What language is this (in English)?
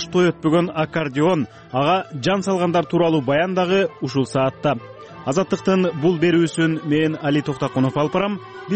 Kyrgyz